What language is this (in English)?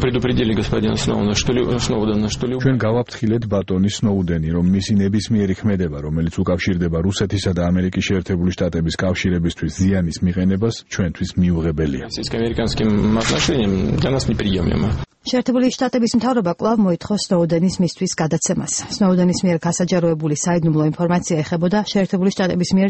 Georgian